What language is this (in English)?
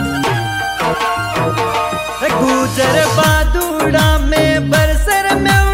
Hindi